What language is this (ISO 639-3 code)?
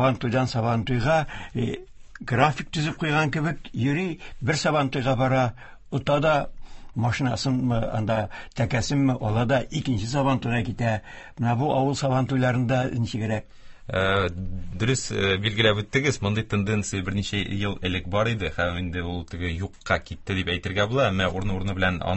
tat